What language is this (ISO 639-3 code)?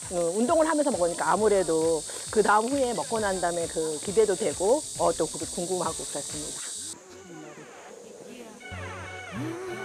kor